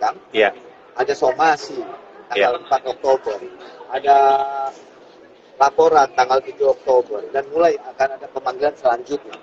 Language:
Indonesian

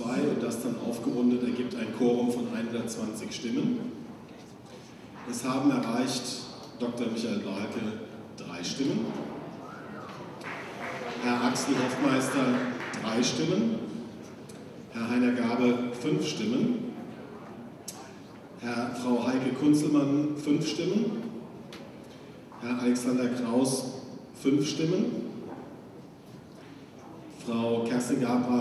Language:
German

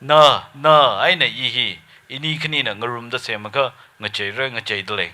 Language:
Tangkhul Naga (India)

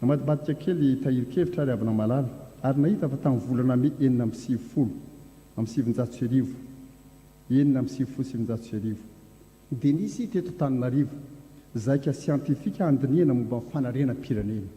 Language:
Malagasy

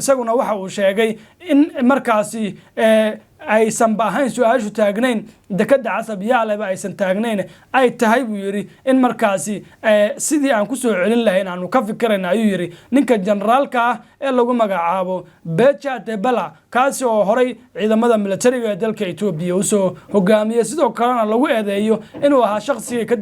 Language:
Somali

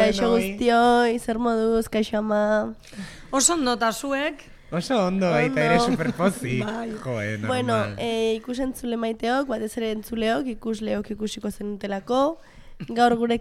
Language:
Basque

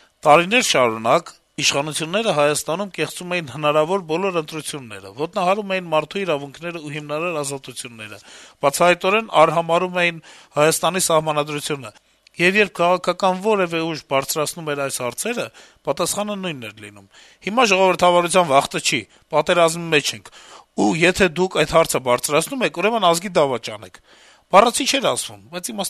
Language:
Armenian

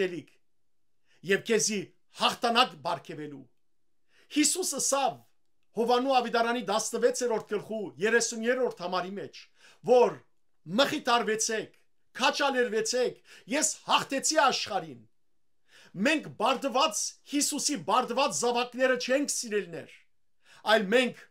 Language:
Western Armenian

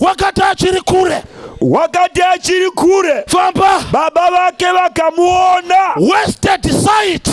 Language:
Shona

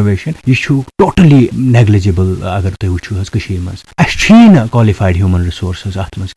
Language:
Kashmiri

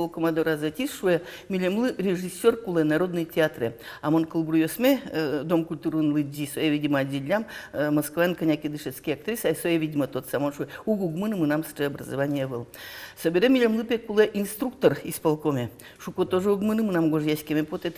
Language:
Udmurt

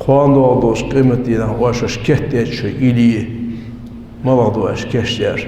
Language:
Ingush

